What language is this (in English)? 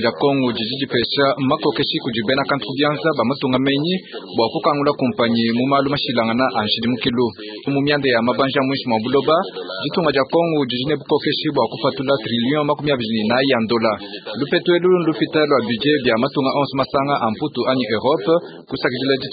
Luba-Lulua